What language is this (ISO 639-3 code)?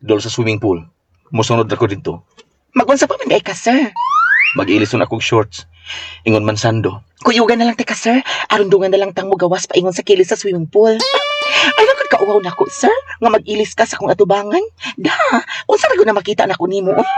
ceb